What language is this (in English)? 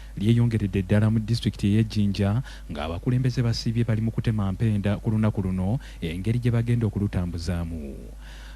Ganda